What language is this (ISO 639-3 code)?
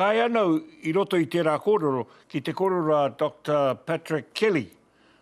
mri